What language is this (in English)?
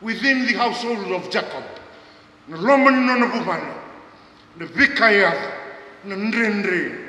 Fijian